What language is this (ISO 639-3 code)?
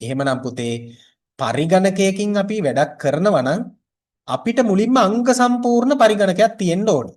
sin